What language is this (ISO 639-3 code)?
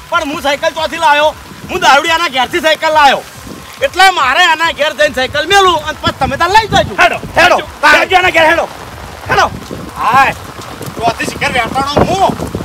guj